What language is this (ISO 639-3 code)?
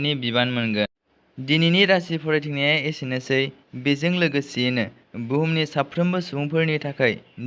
brx